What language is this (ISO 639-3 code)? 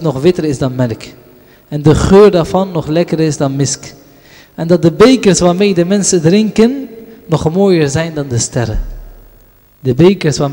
nld